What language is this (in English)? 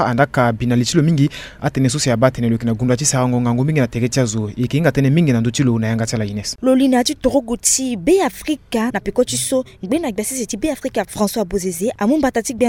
Sango